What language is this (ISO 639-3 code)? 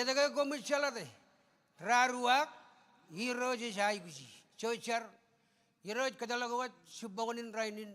mah